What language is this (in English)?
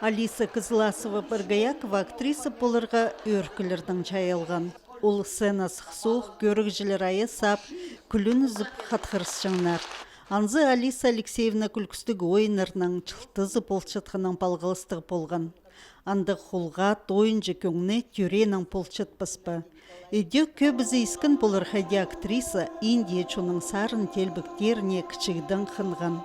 Khakas